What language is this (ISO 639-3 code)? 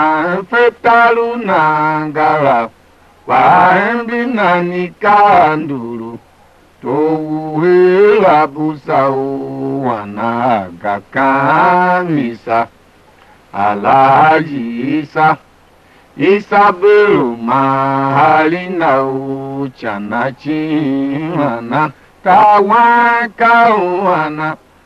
tiv